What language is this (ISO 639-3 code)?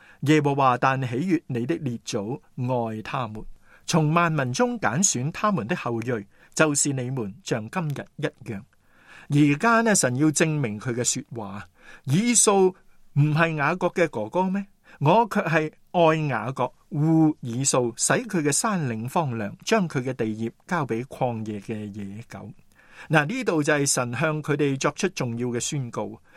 yue